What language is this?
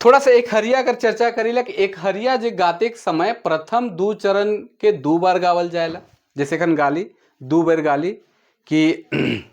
Sadri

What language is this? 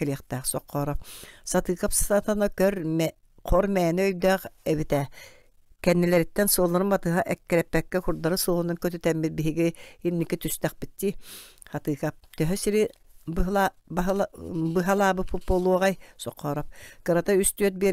Yakut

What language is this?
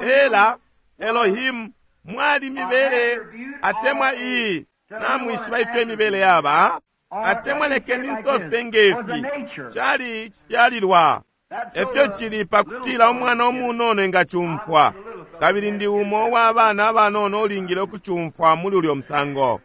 Bemba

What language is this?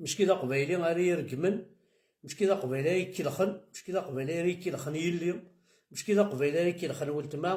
Kabyle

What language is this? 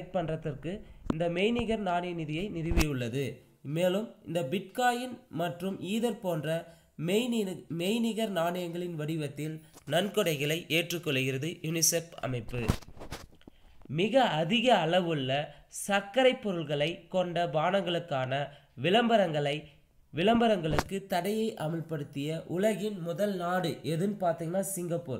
Tamil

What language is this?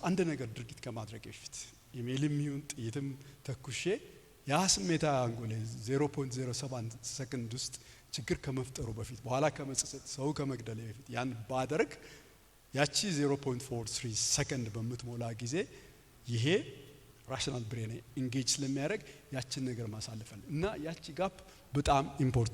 Amharic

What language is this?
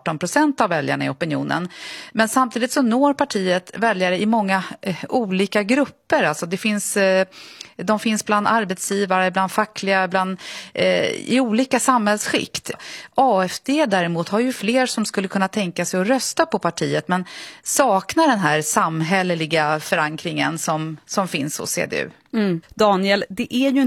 Swedish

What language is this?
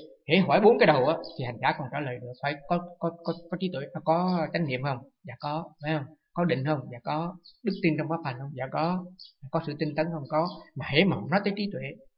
Vietnamese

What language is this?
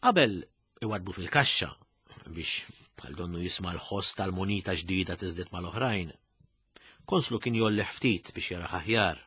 Maltese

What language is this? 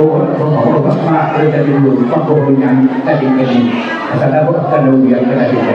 Batak Toba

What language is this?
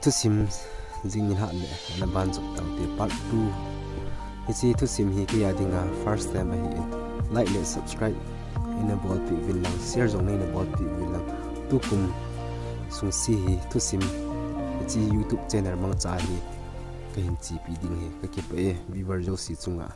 Thado Chin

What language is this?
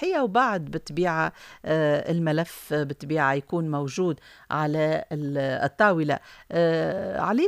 Tunisian Arabic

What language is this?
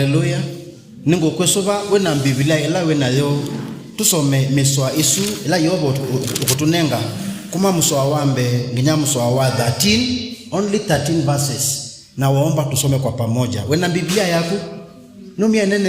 Kamba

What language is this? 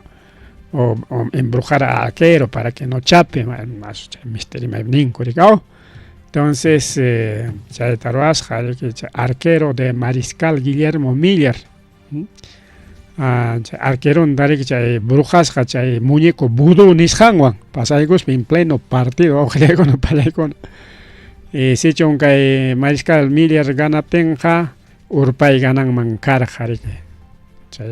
Ayacucho Quechua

